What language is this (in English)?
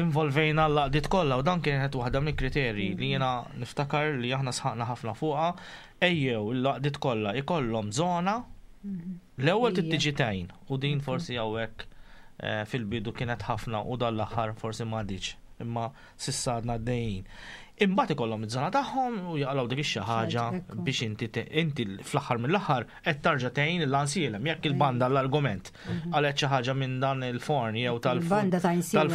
Maltese